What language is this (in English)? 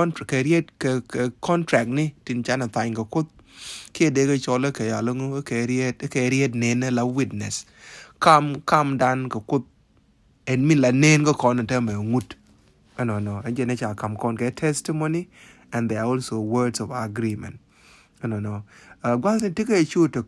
Nuer